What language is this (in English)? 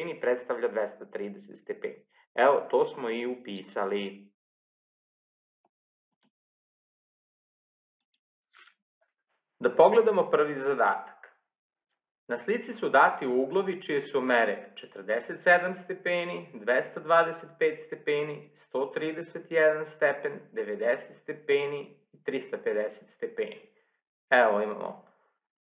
Serbian